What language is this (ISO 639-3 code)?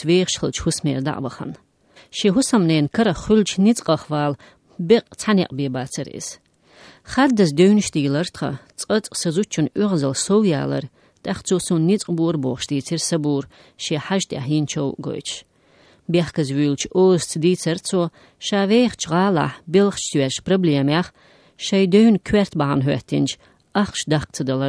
che